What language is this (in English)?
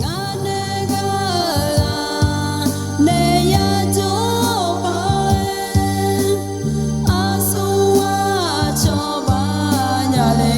Akha